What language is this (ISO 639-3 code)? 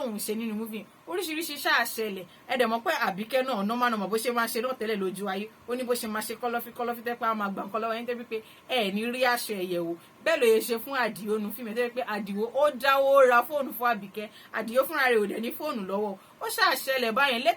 yor